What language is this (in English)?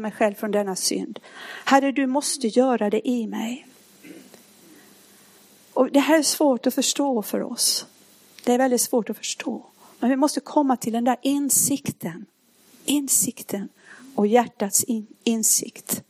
Swedish